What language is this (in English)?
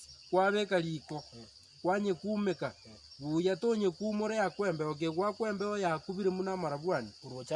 Gusii